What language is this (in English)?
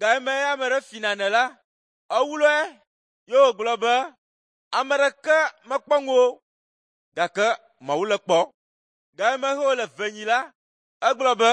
Ewe